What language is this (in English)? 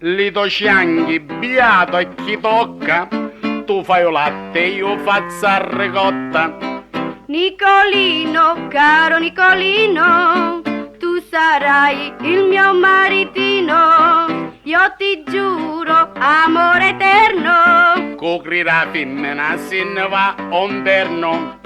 Sicilian